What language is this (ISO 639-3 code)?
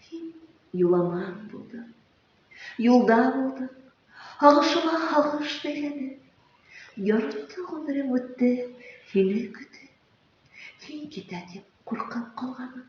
bak